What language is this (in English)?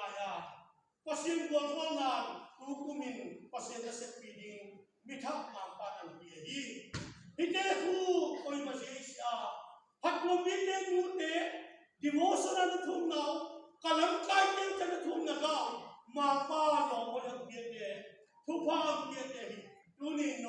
Tedim Chin